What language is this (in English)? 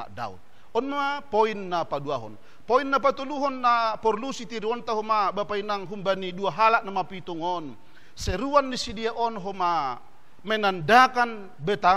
Batak Simalungun